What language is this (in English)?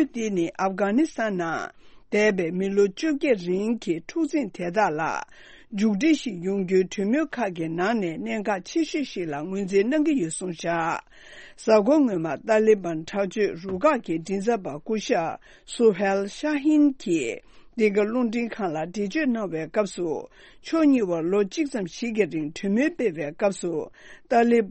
Tibetan